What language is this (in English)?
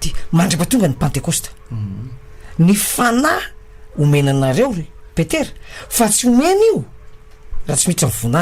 Malagasy